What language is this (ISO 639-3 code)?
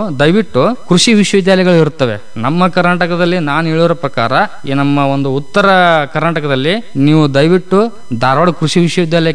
kan